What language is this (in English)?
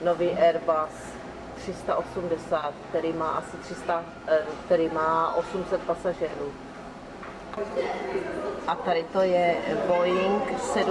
Czech